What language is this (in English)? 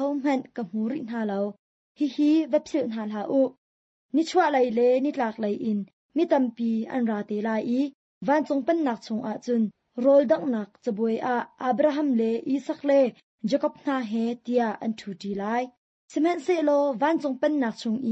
Hakha Chin